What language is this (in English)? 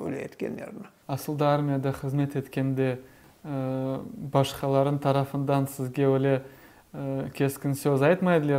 Crimean Tatar